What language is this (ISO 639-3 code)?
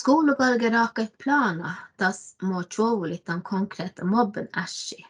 sme